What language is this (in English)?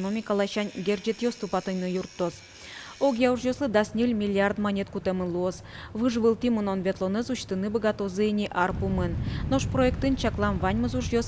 Udmurt